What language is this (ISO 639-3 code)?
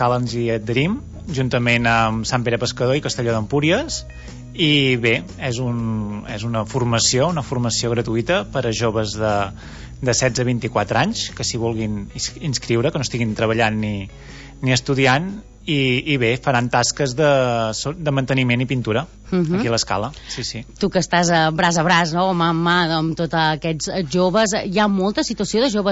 cat